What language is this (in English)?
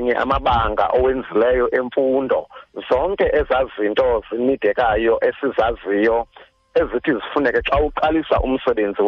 Xhosa